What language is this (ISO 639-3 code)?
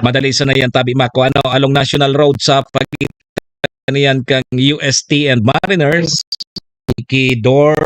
bik